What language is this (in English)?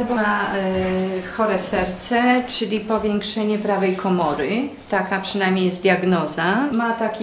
Polish